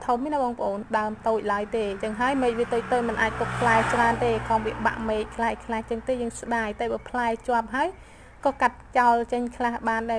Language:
Khmer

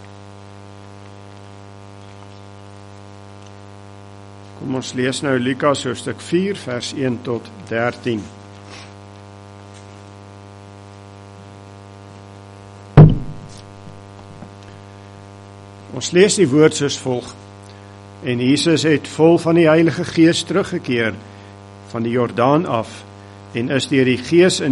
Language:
Afrikaans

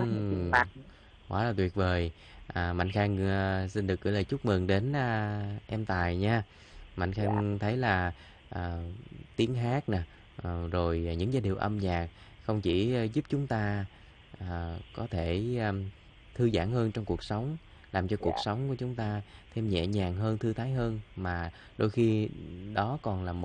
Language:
Vietnamese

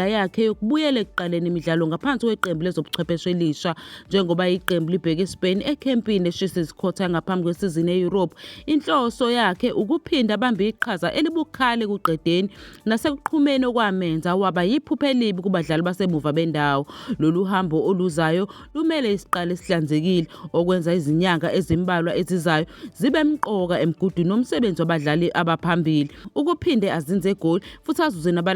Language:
Zulu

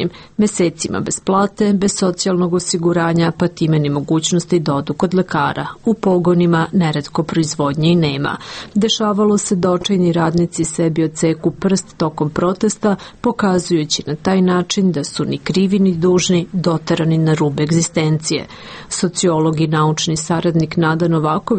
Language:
Serbian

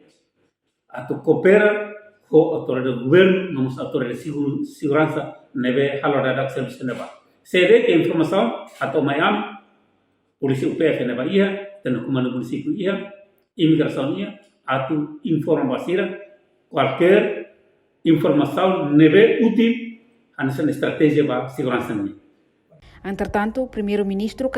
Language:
Tetum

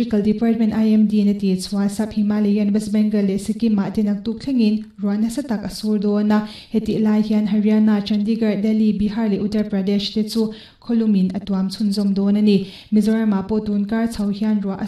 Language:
Mizo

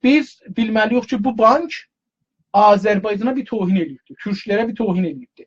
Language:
South Azerbaijani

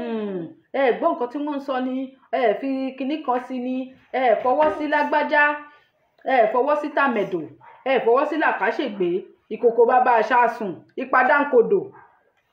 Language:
Yoruba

